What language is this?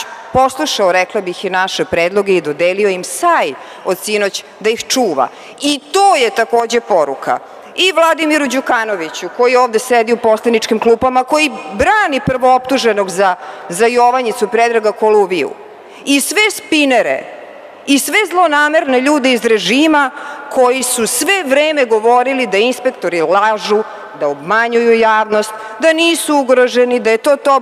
Serbian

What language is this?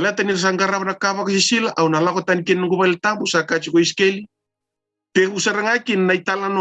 Fijian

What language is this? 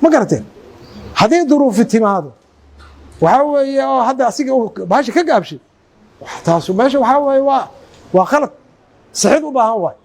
Somali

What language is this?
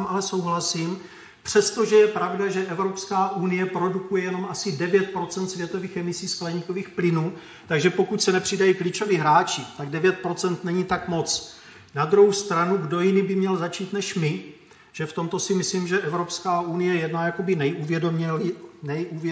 Czech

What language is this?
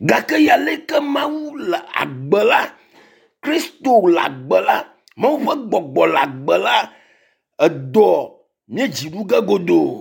Ewe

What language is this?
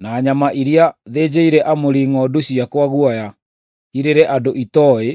Kikuyu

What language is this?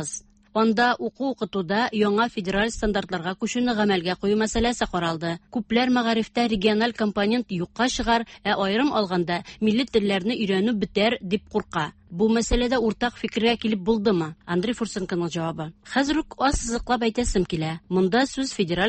Tatar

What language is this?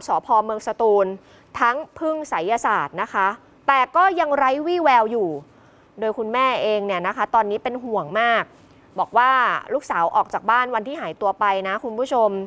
Thai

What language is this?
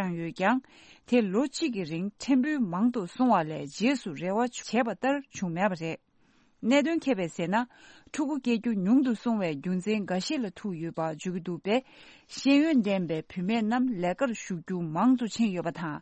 Tibetan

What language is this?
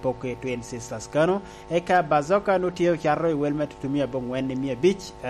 Lango (Uganda)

